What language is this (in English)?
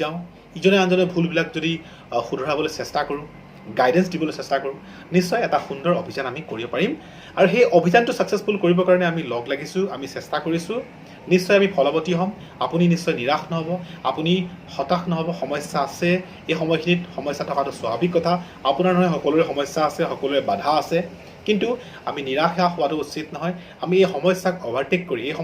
Assamese